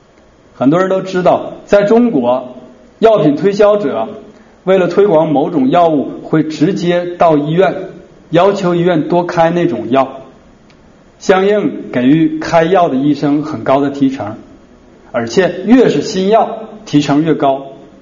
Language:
Chinese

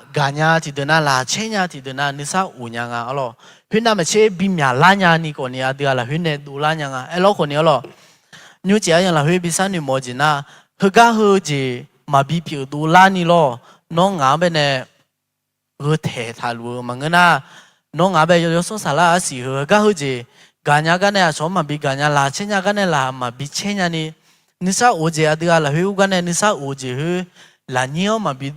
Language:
Akha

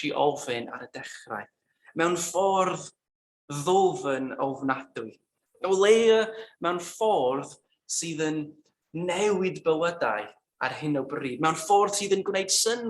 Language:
Welsh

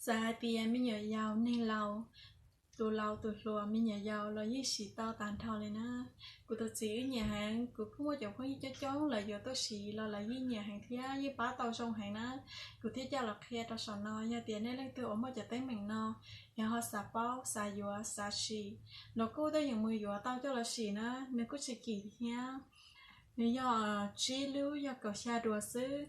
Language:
Hmong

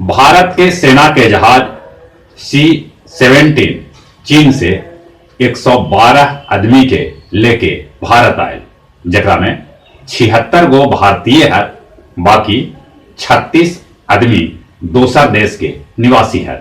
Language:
Magahi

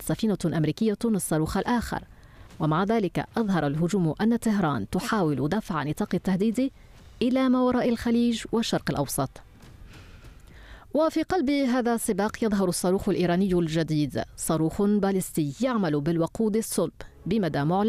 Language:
Arabic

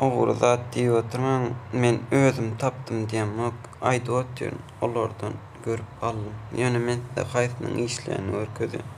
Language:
Turkmen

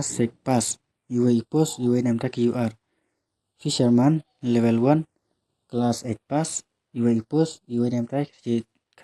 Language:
Khasi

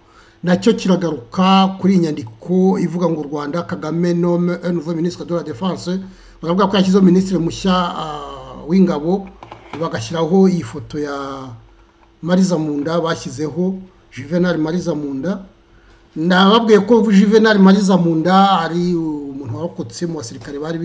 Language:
Kinyarwanda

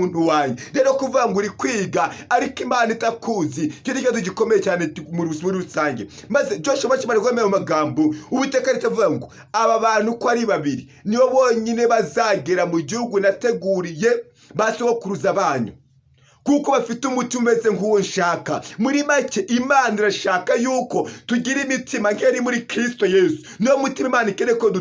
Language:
Kinyarwanda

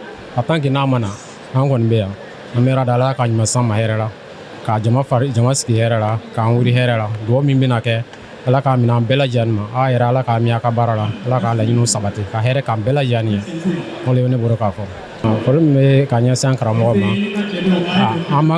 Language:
Bambara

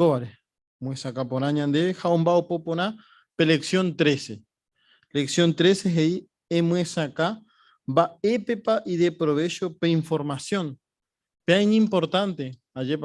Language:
Guarani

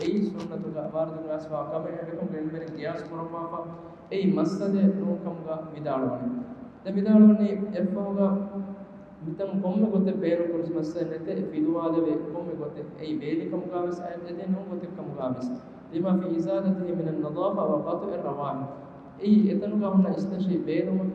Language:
Divehi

